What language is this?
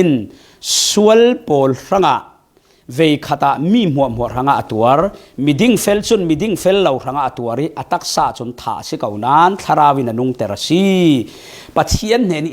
Falam Chin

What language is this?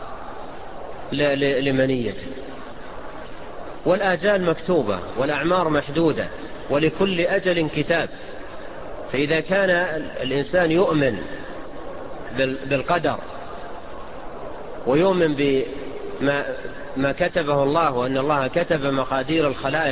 Arabic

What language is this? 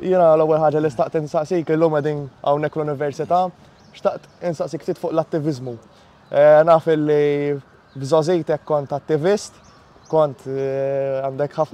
Maltese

